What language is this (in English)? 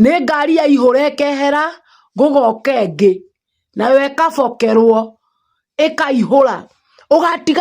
Kikuyu